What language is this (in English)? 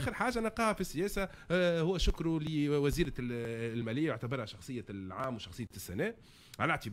Tunisian Arabic